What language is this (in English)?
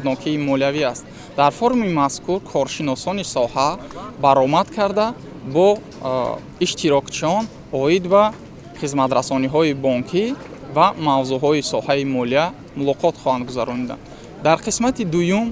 Tajik